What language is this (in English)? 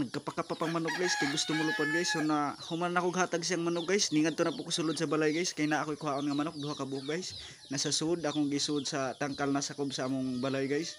Cebuano